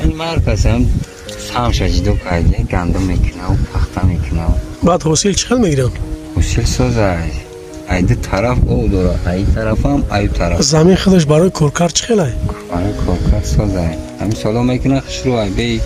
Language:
Tajik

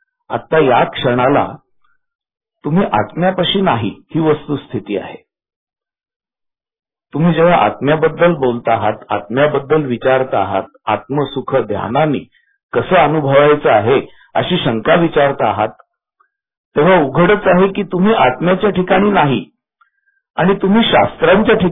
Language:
Marathi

